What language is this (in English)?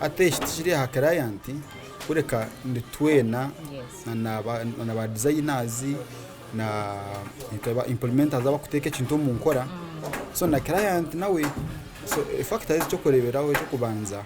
Nyankole